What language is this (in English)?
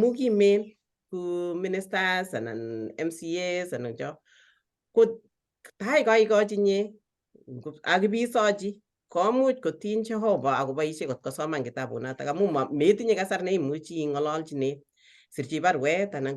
Kalenjin